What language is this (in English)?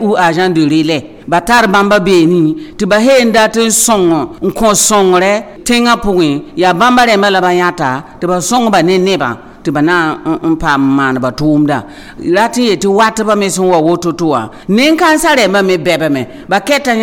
Mossi